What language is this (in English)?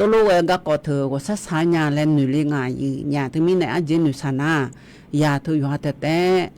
Akha